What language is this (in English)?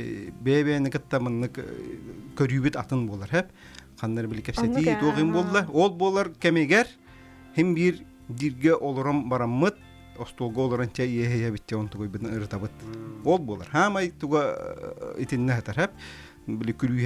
Yakut